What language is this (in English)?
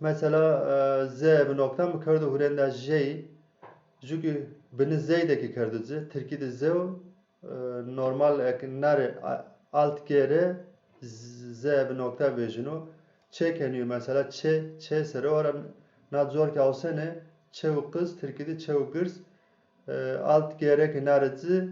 Zaza